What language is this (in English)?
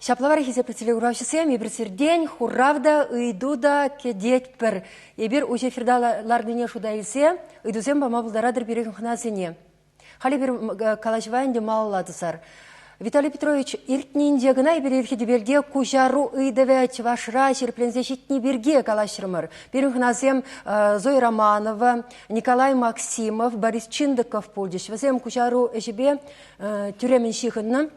Chuvash